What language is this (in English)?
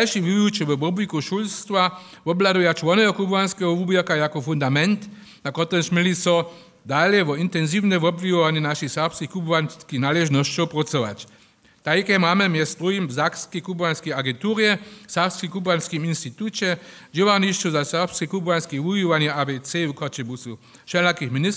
Upper Sorbian